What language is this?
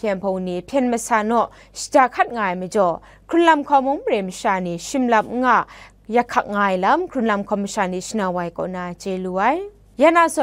Kachin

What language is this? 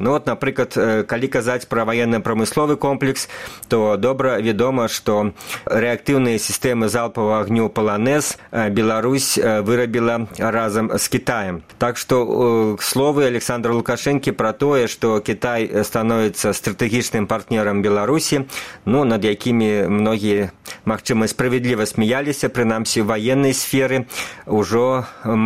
Belarusian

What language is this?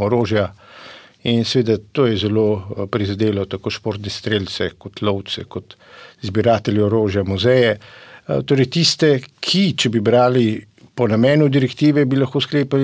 Slovenian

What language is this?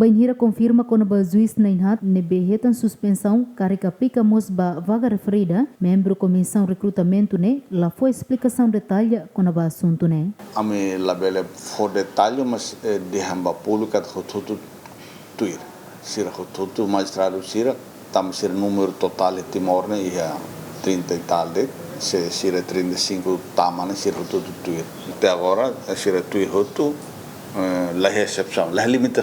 Tetum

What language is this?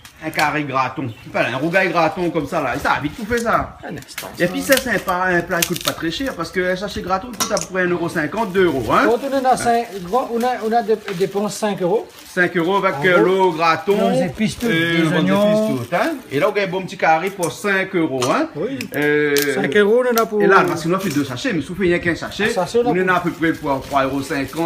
Réunion Creole French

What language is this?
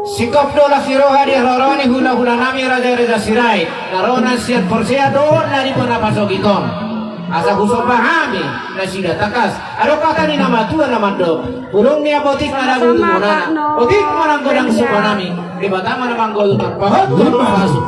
Batak Toba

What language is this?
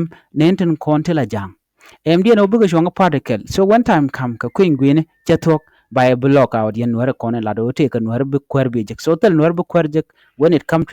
Nuer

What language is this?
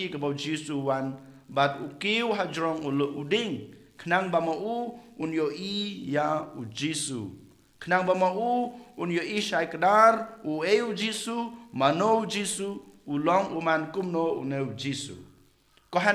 Khasi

